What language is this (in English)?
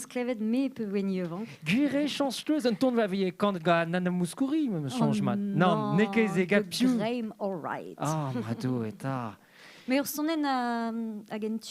Breton